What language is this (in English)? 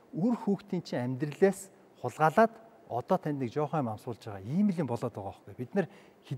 Mongolian